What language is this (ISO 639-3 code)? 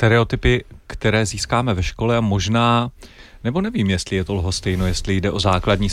ces